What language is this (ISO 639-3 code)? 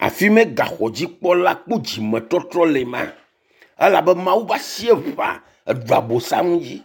ewe